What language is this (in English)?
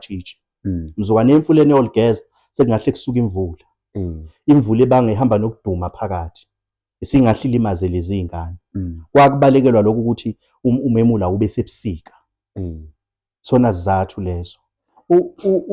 Zulu